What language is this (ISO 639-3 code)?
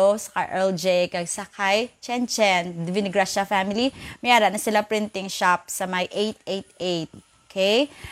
hil